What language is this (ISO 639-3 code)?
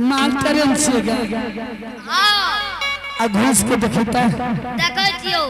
anp